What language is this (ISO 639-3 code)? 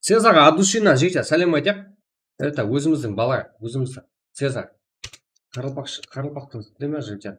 kaa